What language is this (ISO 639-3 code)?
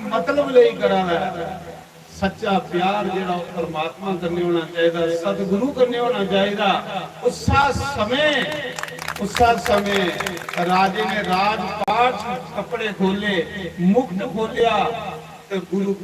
doi